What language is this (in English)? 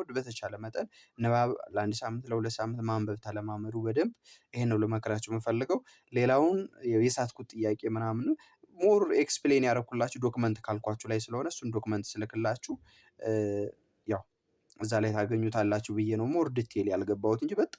Amharic